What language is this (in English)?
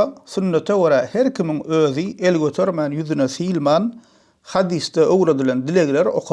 Turkmen